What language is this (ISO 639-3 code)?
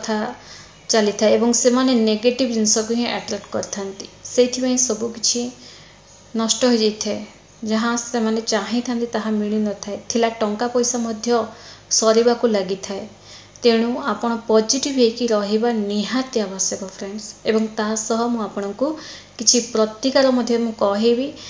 ori